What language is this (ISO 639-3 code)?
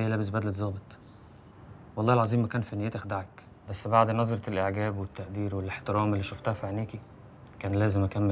arz